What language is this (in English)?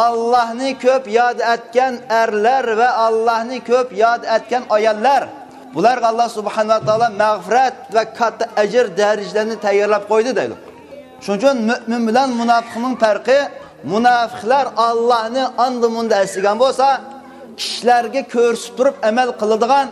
Uyghur